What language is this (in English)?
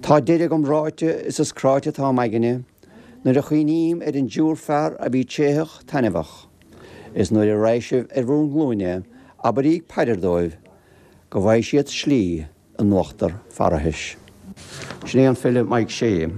Irish